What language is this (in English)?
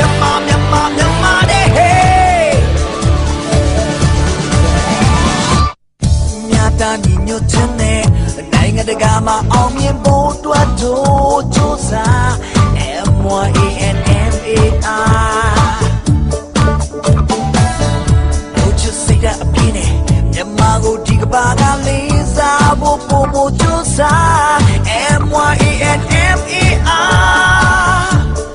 Burmese